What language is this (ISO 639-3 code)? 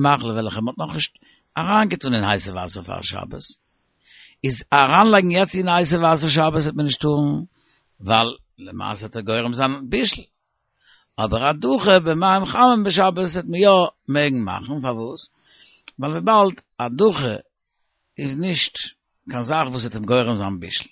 yid